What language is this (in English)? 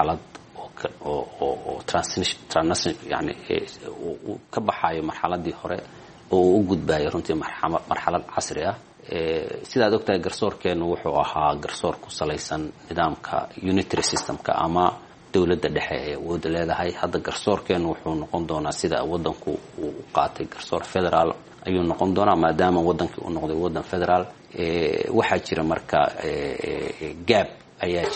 Somali